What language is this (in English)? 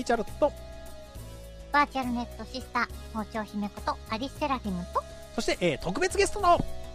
Japanese